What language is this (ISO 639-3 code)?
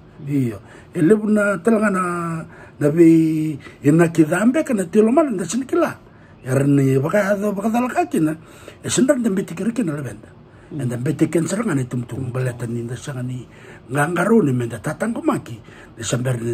fij